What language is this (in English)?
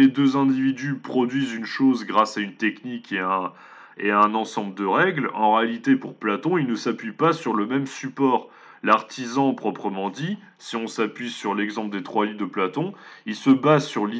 French